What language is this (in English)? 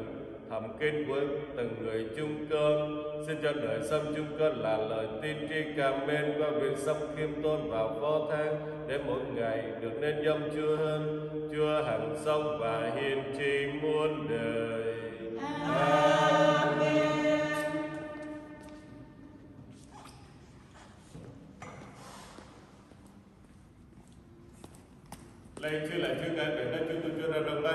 Vietnamese